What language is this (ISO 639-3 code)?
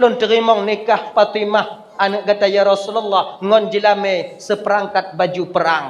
ace